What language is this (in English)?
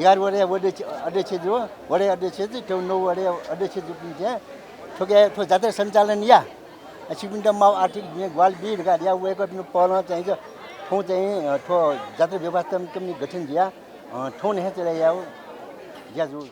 Newari